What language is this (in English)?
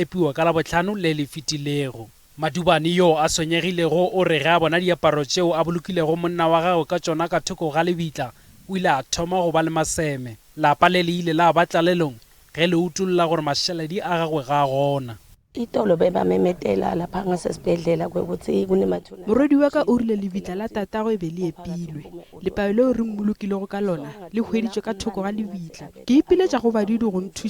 Northern Sotho